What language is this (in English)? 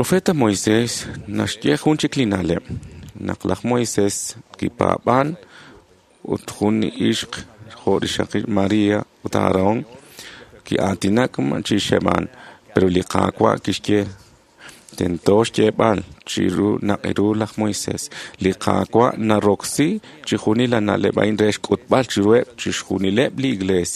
Kekchí